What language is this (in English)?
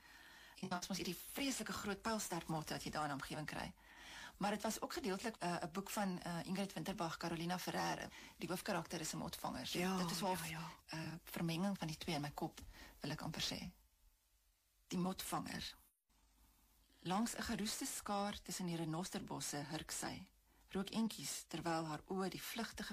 Afrikaans